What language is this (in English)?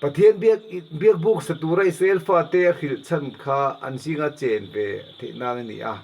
Mizo